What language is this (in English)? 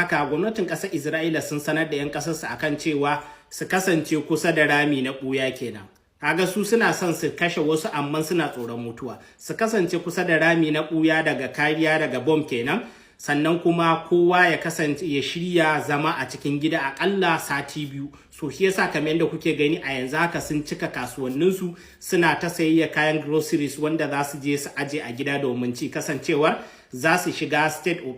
Hausa